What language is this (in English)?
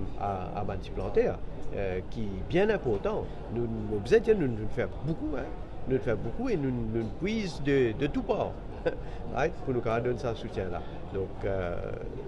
Morisyen